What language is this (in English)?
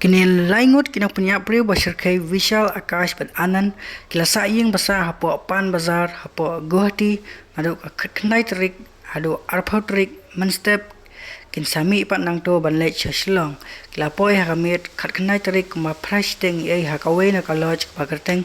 Khasi